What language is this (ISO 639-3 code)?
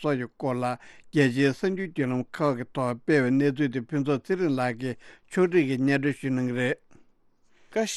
bod